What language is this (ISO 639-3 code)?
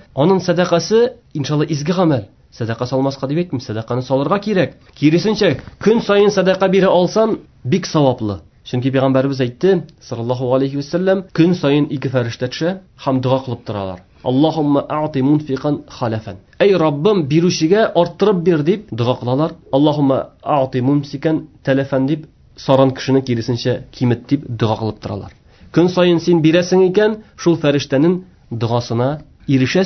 tat